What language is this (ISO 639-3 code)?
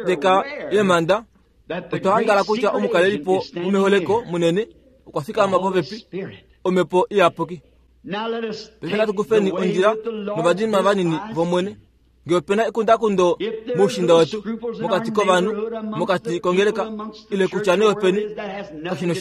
kua